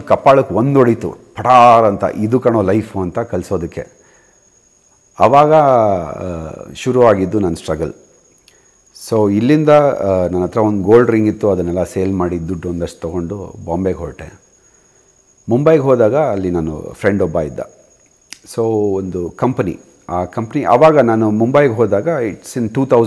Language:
Kannada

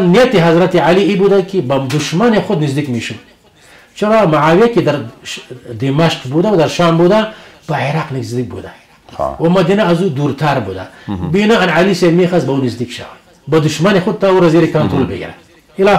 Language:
Persian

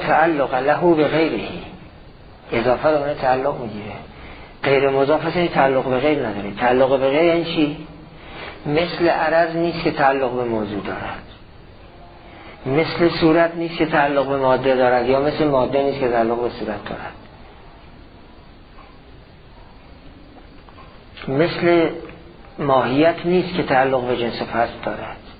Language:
Persian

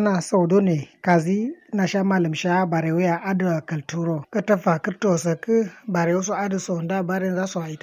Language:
Kanuri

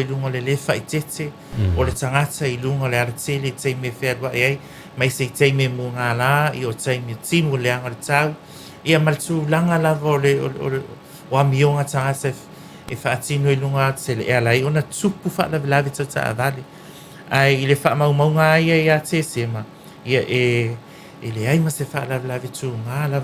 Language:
Samoan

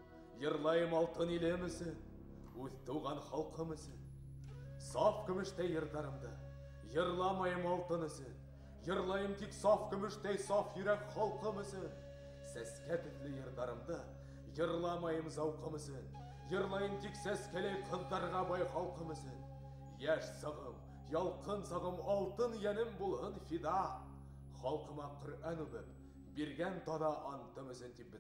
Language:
Bashkir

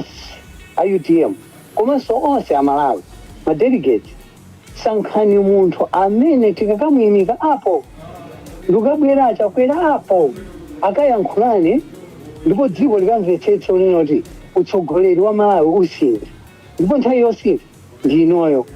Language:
Nyanja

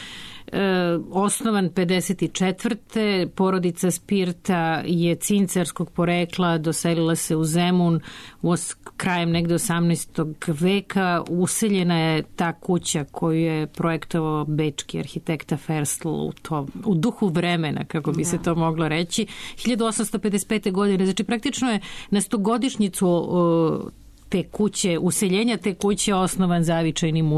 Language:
Serbian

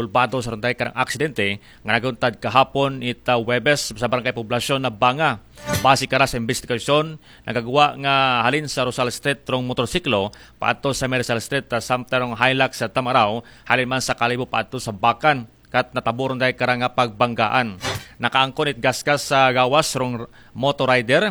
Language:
Aklanon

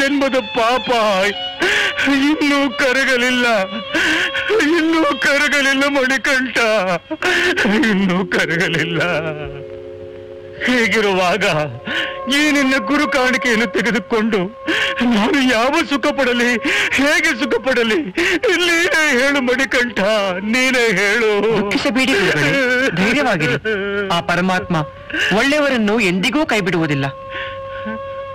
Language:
Kannada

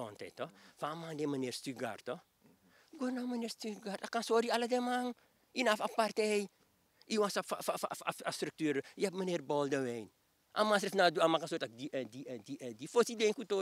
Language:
Sranan Tongo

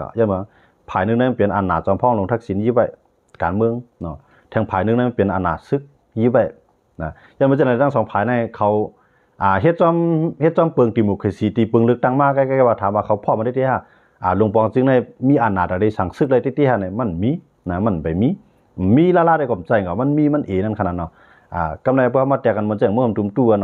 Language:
Shan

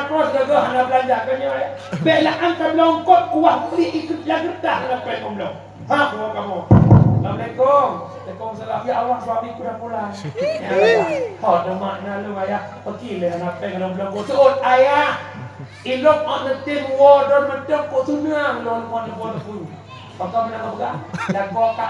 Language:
Achinese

